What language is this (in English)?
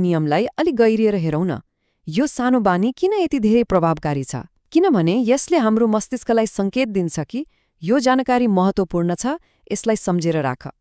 Nepali